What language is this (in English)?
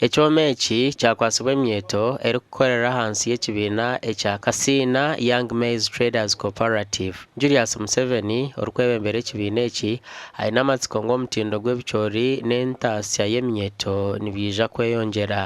Nyankole